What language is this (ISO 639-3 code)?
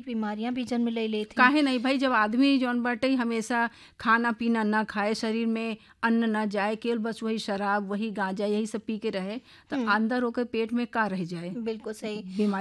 bho